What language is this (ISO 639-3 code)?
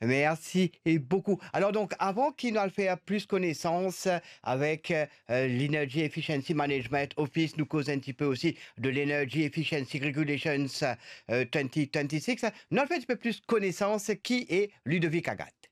mfe